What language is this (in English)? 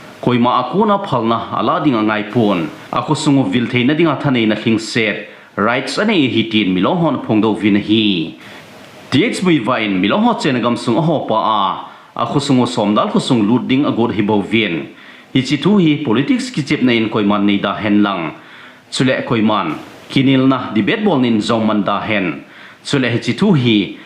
Thado Chin